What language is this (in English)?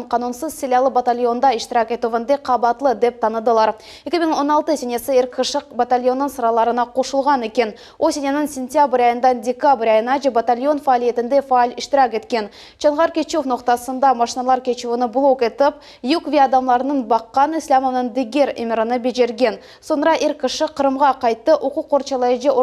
Crimean Tatar